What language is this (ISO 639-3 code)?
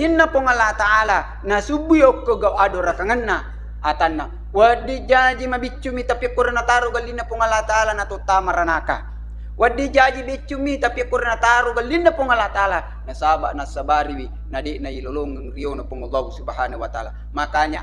bug